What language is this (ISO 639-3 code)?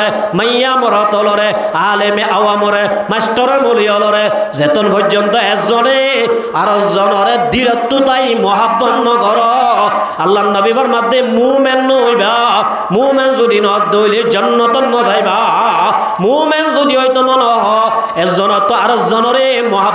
rhg